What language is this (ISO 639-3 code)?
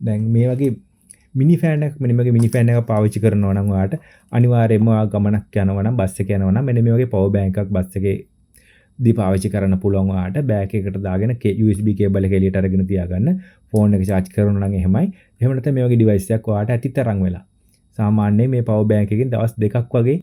sin